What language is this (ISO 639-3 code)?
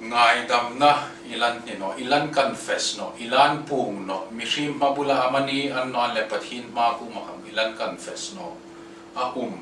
hmr